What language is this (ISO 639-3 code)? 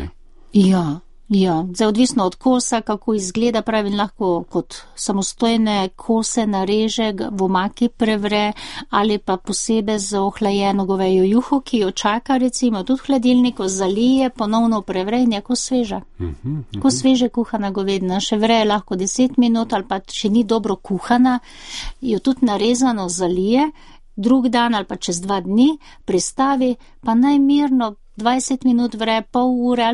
slv